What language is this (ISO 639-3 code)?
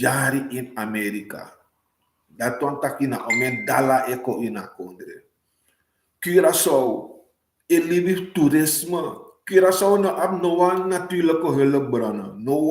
srn